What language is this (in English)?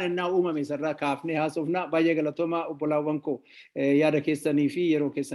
Oromo